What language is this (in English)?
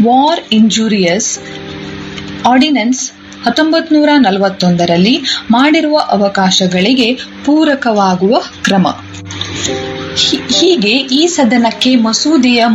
Kannada